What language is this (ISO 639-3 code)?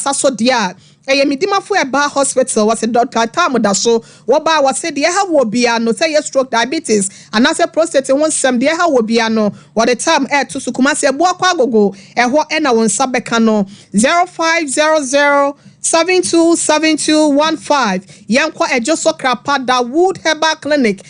aka